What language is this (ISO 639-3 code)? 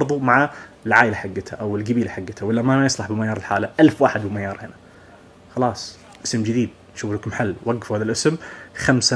ars